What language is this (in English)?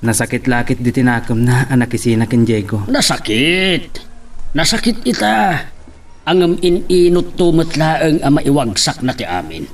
Iloko